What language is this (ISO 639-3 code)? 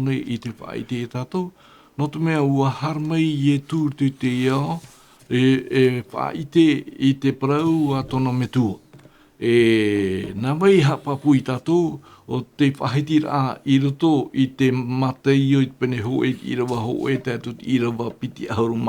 tah